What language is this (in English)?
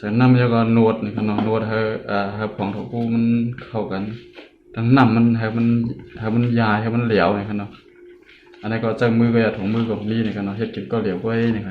Shan